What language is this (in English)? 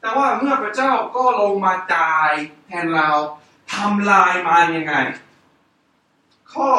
Thai